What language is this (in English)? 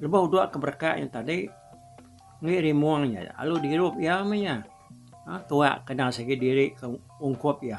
Iban